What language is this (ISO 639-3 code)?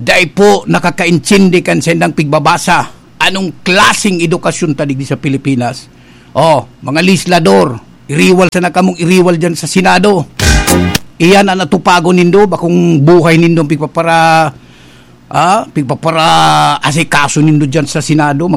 bik